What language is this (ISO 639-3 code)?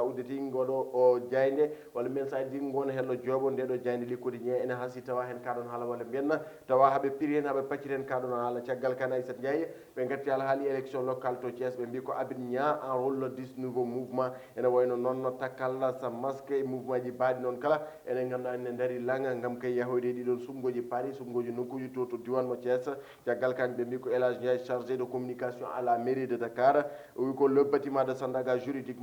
ful